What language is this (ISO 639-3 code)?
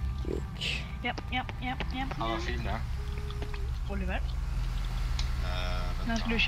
swe